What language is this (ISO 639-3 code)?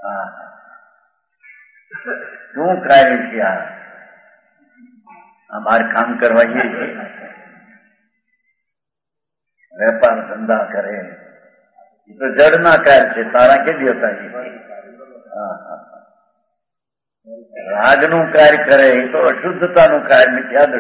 guj